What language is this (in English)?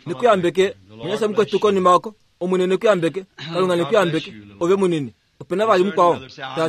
Kuanyama